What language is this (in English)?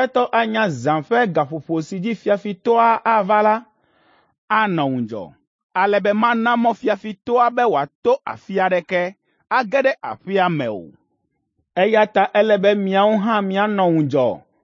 Ewe